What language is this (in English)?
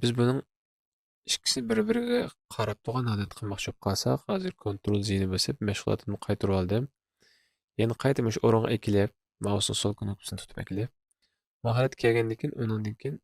Uyghur